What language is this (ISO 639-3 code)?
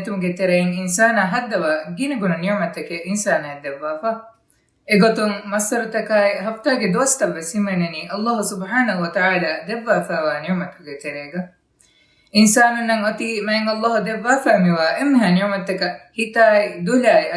div